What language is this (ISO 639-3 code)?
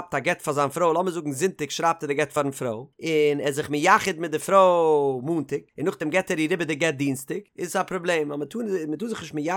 yid